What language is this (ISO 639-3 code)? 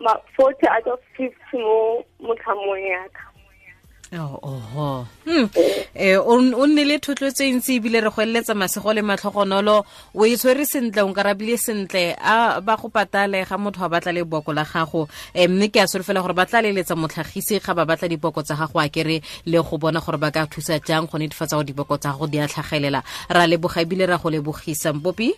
tsn